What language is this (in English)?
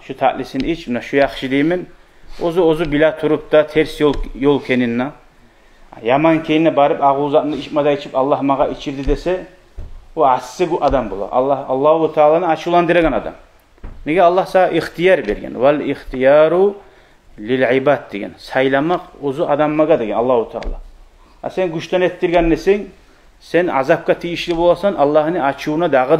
Kumyk